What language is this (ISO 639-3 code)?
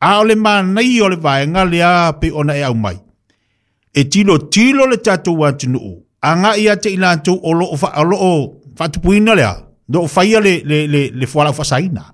smo